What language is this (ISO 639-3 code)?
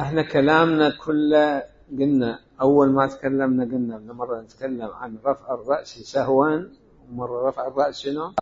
acm